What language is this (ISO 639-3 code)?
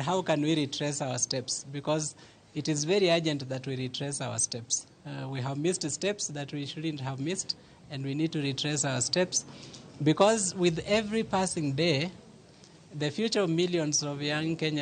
luo